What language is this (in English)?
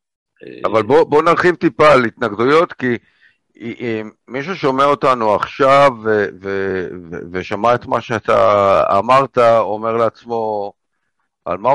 Hebrew